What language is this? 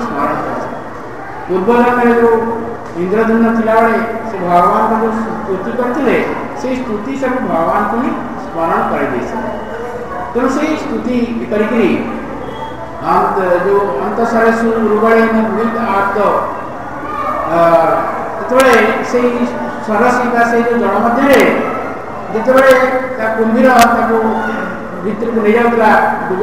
Odia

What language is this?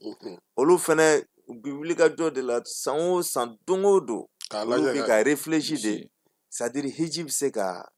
Bambara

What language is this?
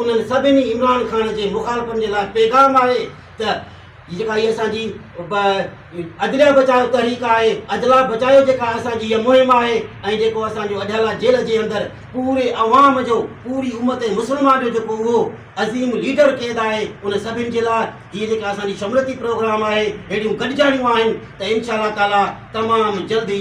Sindhi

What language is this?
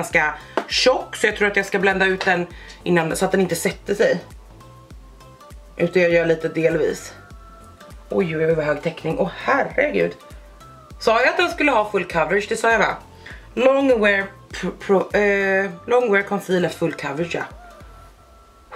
Swedish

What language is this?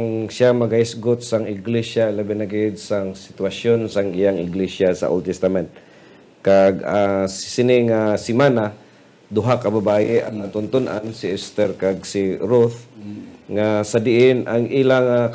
Hiligaynon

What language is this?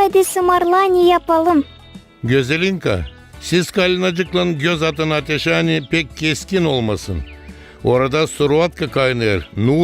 Gagauz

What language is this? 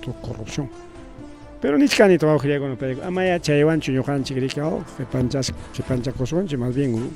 Ayacucho Quechua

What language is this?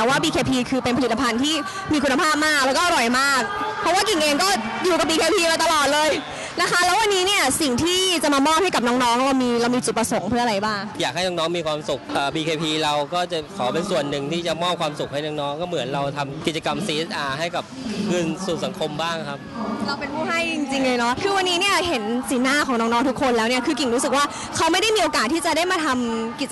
Thai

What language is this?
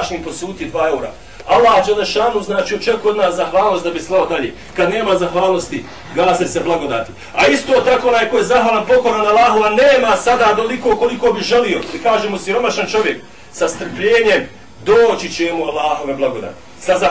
Bosnian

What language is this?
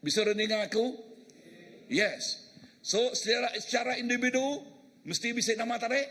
Iban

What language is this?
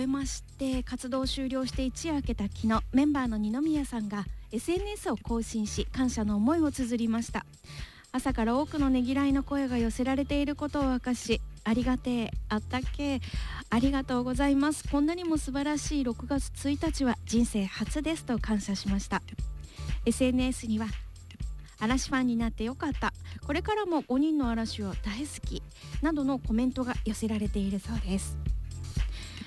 Japanese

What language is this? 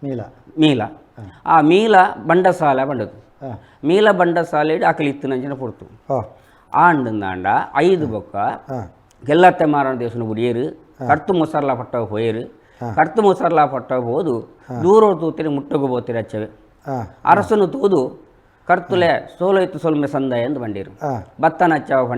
Tulu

